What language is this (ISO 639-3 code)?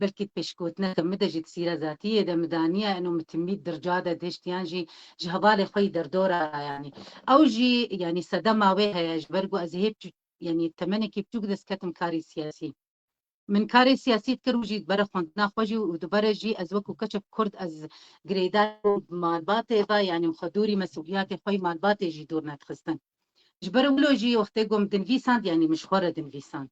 kur